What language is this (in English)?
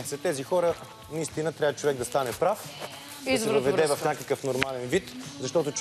Bulgarian